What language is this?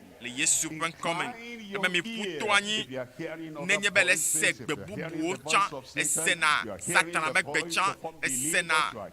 Ewe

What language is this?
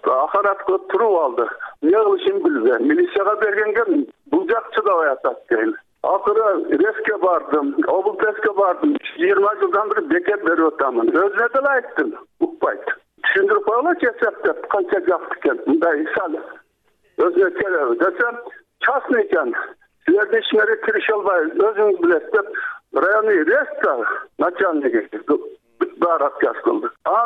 Kyrgyz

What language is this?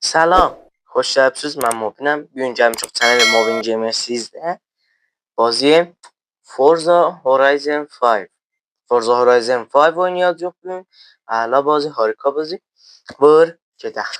South Azerbaijani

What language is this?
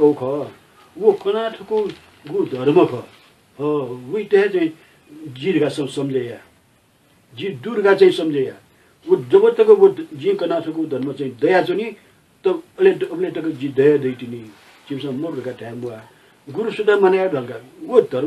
Newari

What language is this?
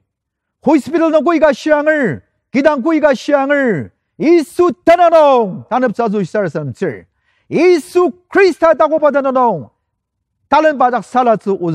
Ao Naga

